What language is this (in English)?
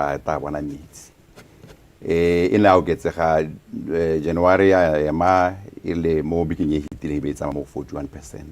Tswana